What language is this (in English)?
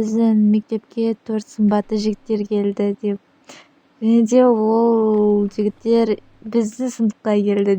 Kazakh